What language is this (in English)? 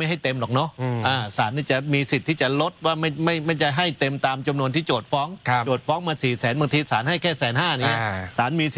Thai